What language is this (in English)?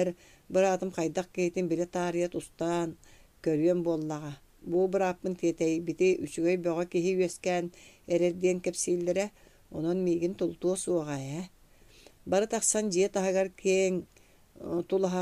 Yakut